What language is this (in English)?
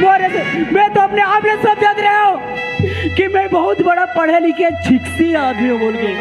Chhattisgarhi